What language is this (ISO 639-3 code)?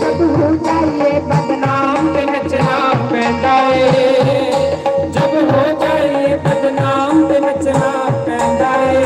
doi